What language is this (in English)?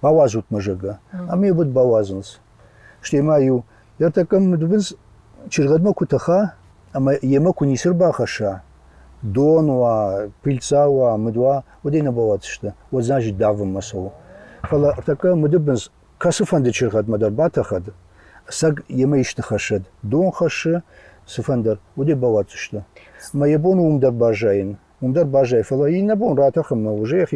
Ossetic